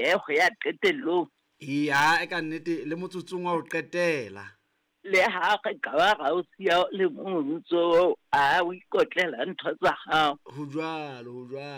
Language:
Southern Sotho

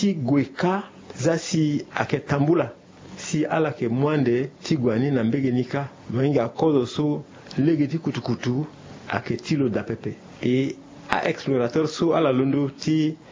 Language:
Sango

